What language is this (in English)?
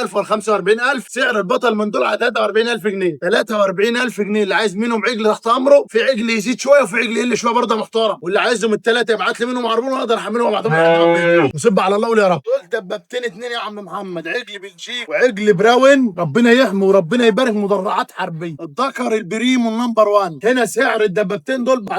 Egyptian Arabic